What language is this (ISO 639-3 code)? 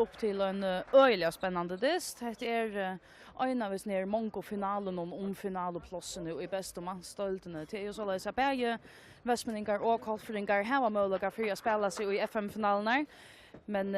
fao